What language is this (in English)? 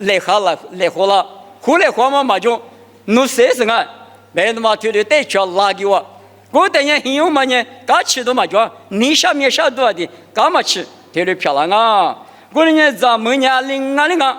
Lisu